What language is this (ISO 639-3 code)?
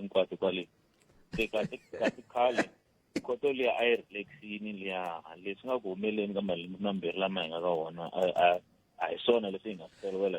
tso